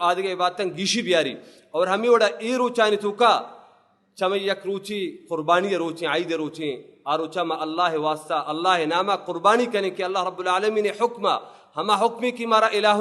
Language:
Baluchi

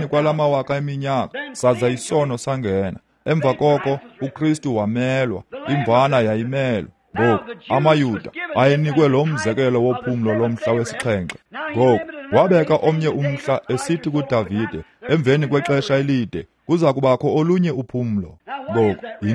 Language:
Xhosa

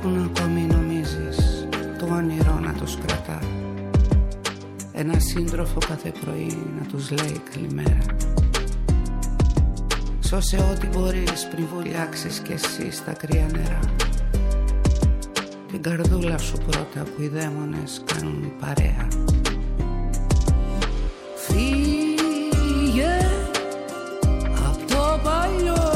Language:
Greek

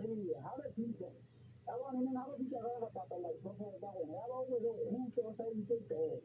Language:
Southern Sotho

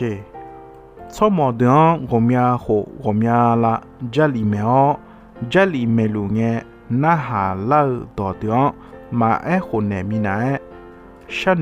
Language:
Akha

